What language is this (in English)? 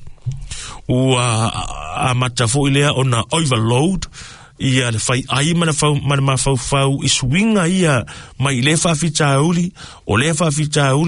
Samoan